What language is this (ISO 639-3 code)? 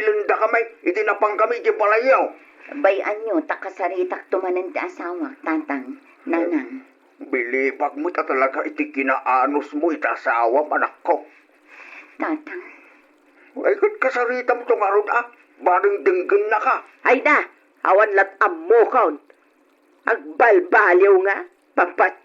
ilo